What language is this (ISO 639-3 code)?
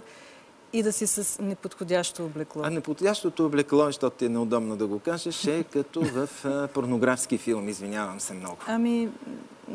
bul